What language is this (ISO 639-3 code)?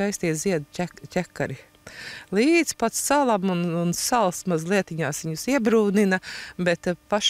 lav